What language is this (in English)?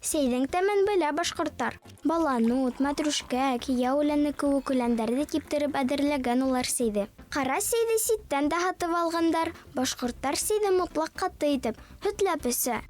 Bashkir